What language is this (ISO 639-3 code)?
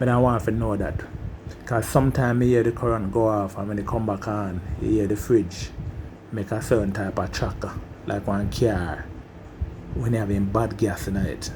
jam